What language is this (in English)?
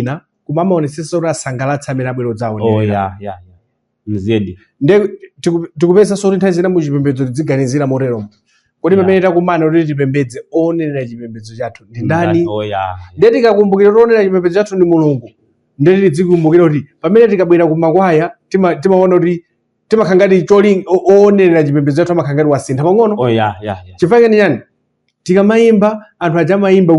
Nyanja